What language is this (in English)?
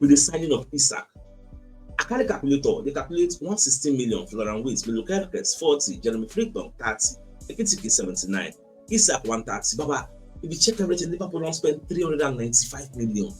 Nigerian Pidgin